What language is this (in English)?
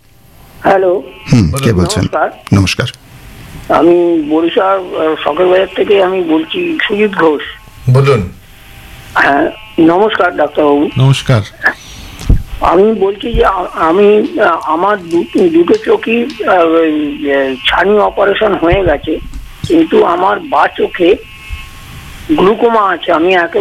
Bangla